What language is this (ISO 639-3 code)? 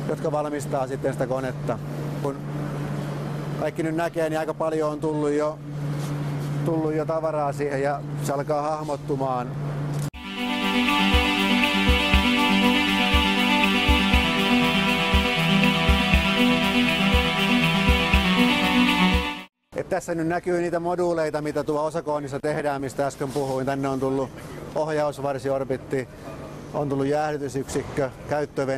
fin